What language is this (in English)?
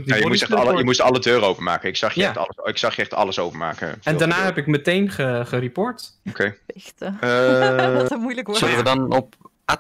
Dutch